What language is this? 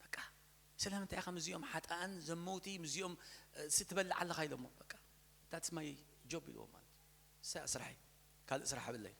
Tigrinya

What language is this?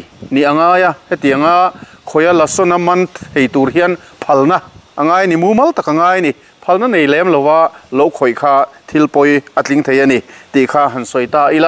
Mizo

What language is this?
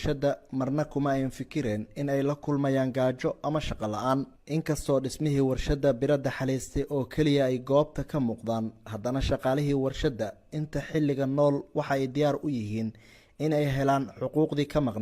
Somali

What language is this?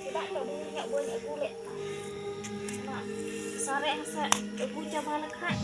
Santali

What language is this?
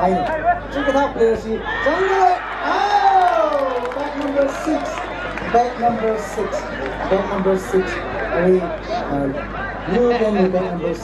Tangkhul Naga (India)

